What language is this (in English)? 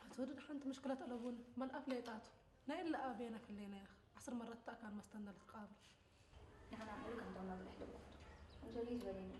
Tigrinya